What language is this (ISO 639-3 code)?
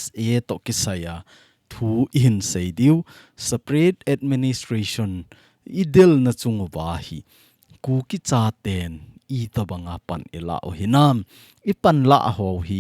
tcz